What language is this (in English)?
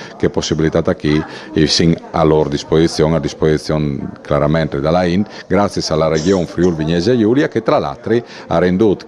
Friulian